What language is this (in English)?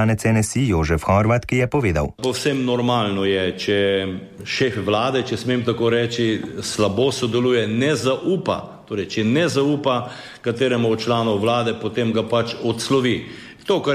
Slovenian